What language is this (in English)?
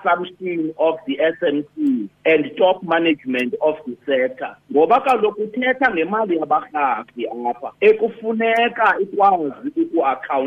Xhosa